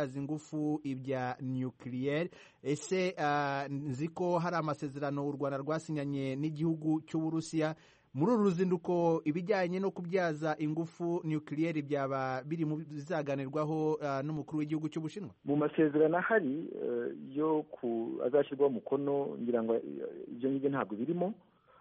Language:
Kinyarwanda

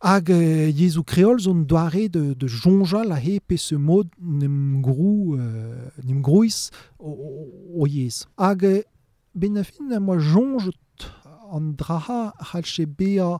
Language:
Breton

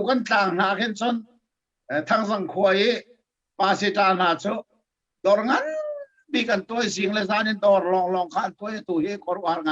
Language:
Hakha Chin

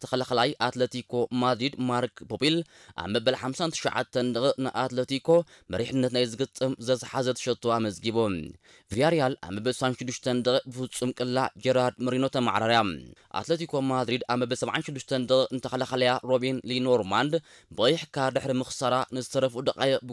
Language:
Tigrinya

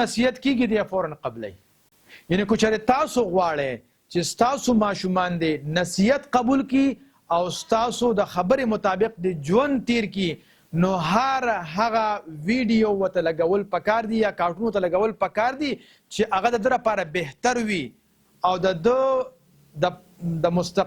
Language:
Pashto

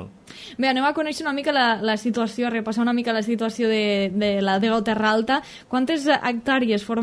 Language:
Catalan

